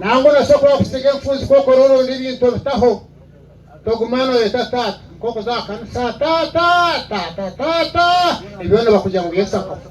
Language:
Nyankole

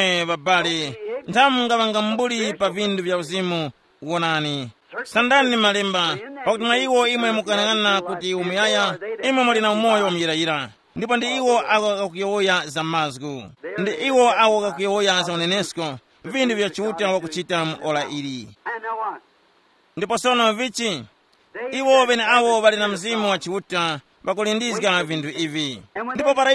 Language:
Tumbuka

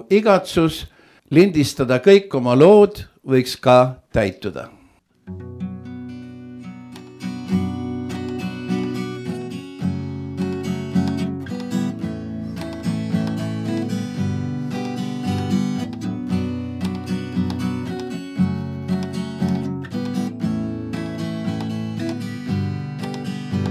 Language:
Estonian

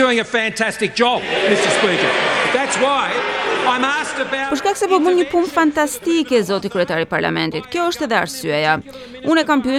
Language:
Albanian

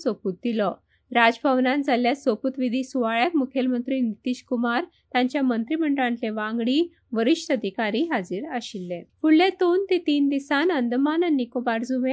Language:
Konkani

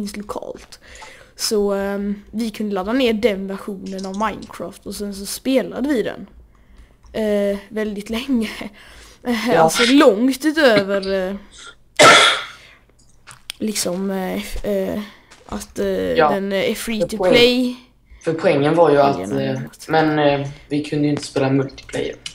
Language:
Swedish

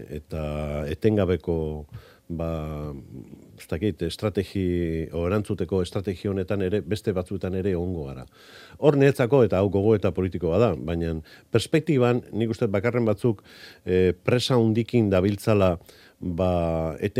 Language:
Basque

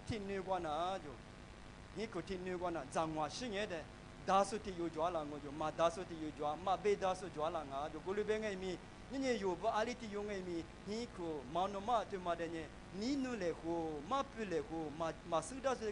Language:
Lisu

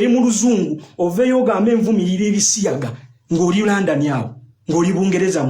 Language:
Ganda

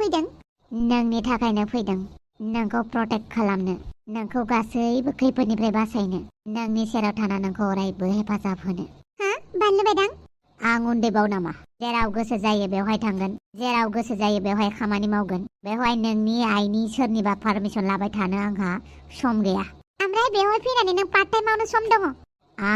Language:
Bodo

